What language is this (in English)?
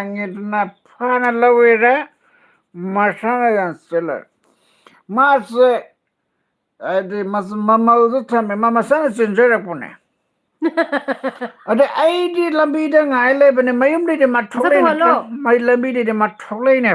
Manipuri